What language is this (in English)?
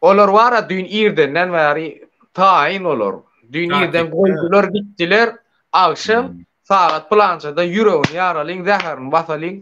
Turkmen